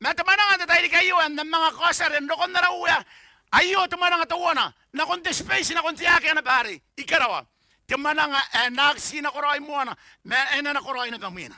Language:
Gilbertese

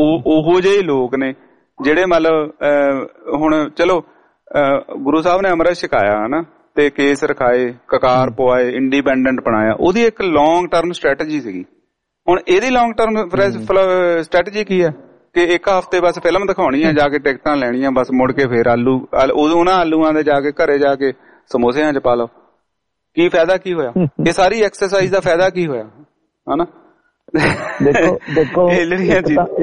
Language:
Punjabi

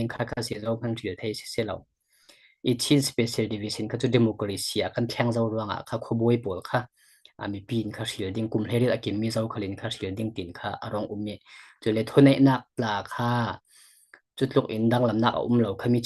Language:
Falam Chin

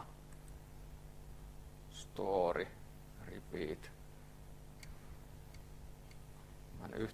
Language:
Finnish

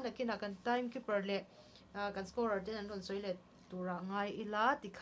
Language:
Mizo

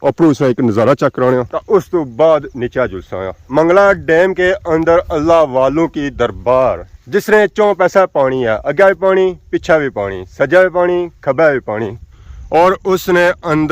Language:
Pahari-Potwari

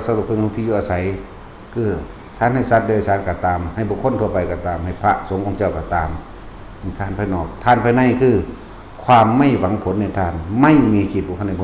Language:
Northeastern Thai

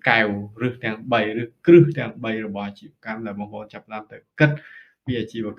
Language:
Khmer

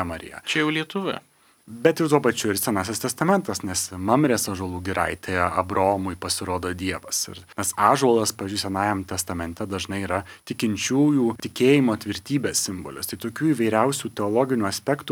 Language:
Lithuanian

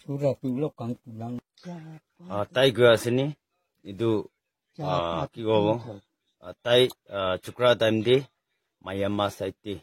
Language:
Naga Pidgin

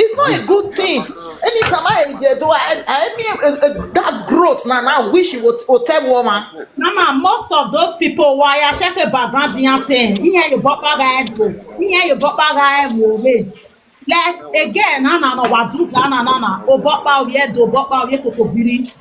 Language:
Nigerian Pidgin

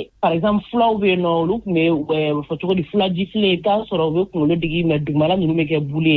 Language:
Bambara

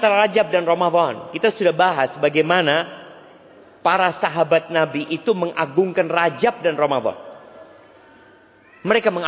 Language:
Indonesian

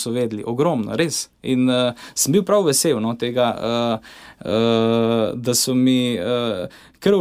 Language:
Slovenian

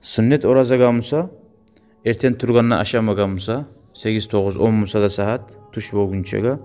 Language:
Kumyk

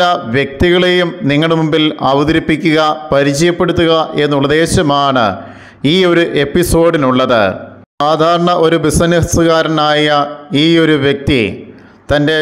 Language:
Malayalam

